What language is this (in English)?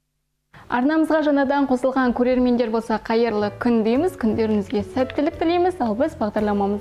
Kazakh